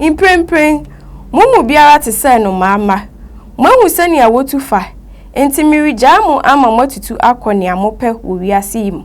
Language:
Akan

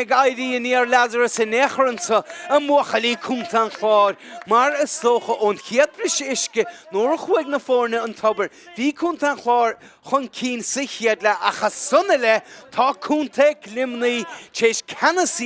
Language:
Irish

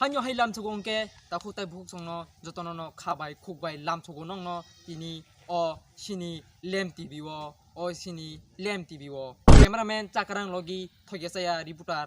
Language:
Kok Borok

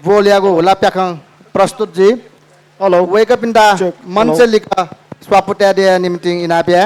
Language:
Newari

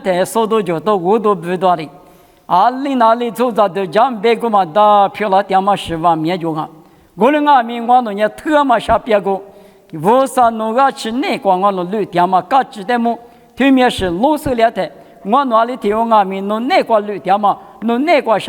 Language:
Lisu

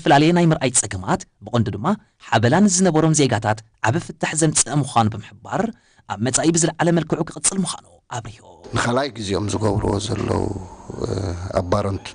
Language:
Tigrinya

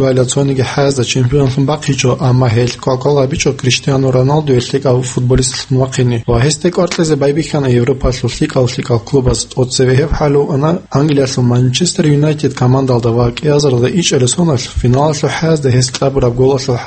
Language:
Avaric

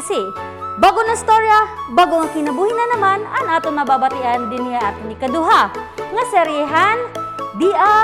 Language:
Waray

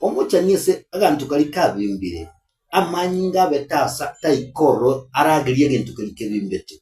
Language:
Gusii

